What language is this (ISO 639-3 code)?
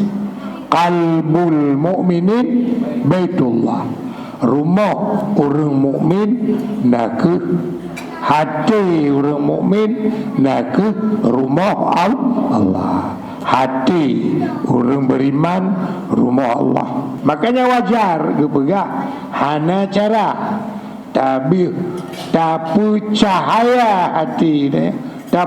ace